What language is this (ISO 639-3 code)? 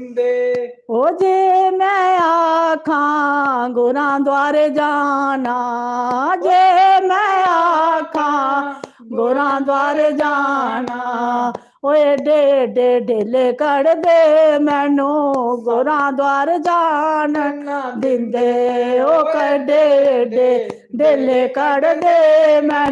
doi